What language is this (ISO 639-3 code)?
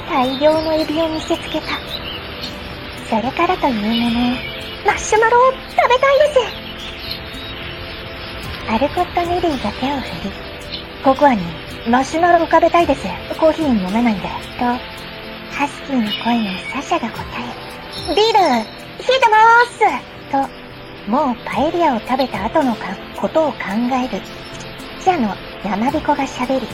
jpn